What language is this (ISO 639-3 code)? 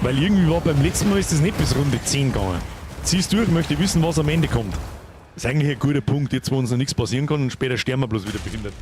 bar